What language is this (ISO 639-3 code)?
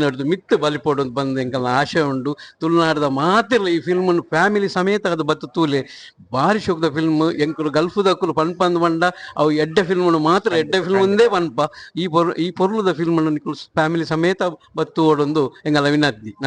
tcy